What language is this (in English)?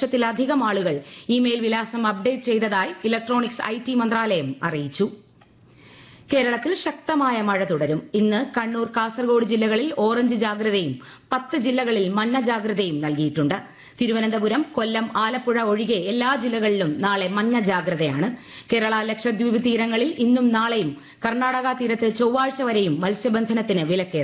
Malayalam